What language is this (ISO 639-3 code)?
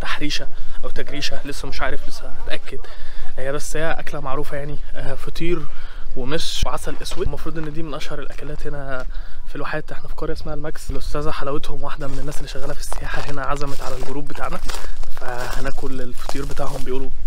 arz